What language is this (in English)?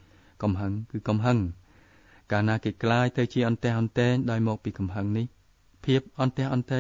Khmer